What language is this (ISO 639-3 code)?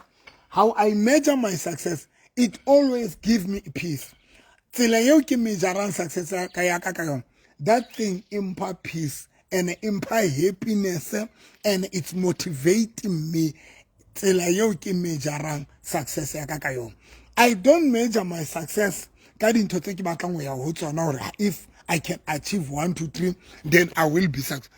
sot